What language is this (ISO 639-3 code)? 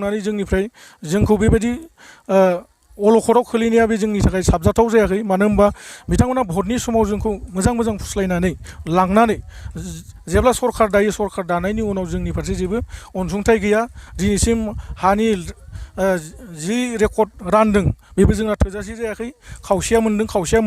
brx